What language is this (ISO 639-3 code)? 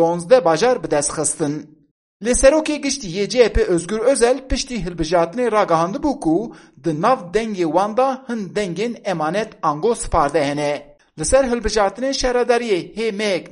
kur